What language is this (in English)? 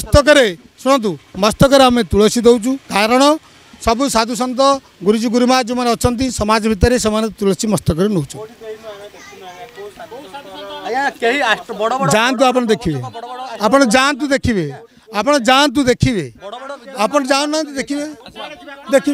Odia